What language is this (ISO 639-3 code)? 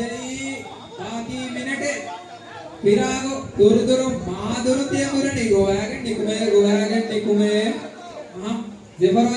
div